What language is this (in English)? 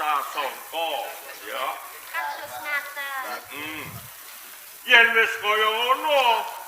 Javanese